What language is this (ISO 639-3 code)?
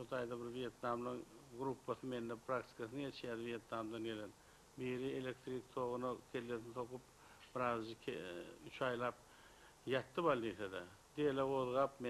tuk